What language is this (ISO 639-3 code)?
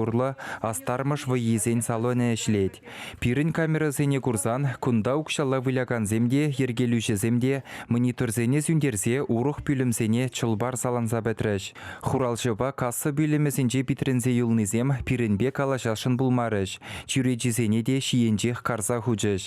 chv